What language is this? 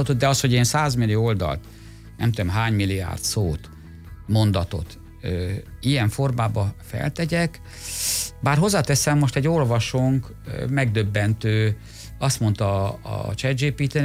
Hungarian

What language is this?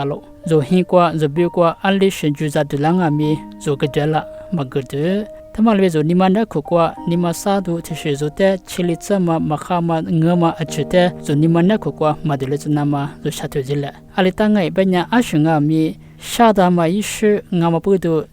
Lisu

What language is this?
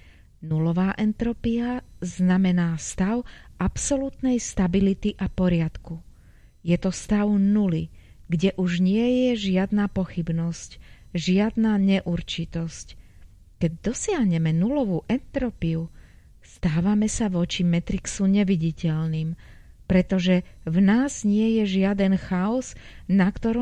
Slovak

